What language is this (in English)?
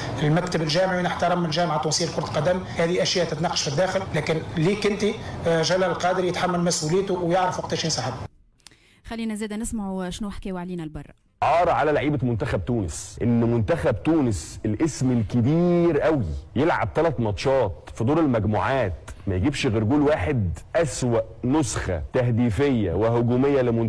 Tunisian Arabic